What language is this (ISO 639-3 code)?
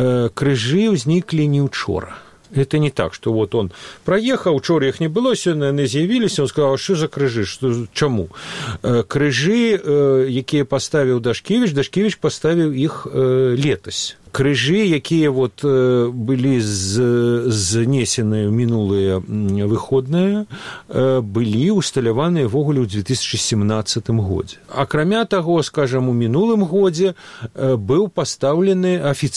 bel